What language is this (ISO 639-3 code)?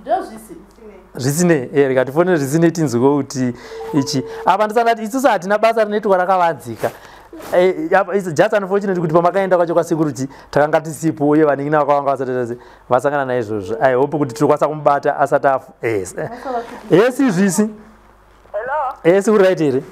sna